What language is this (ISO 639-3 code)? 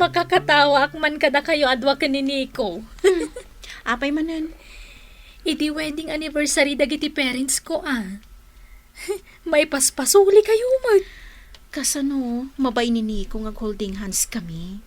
ilo